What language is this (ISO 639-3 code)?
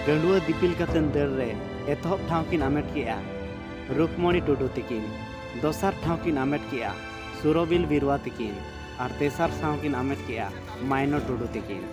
sat